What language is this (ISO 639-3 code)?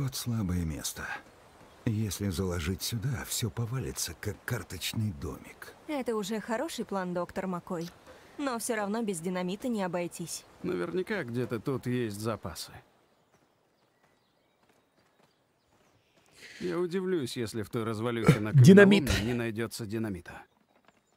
rus